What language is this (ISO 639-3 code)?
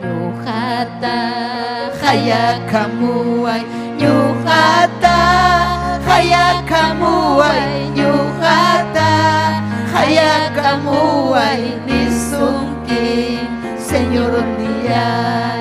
quy